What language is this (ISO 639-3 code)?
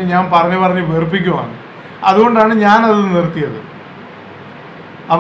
mal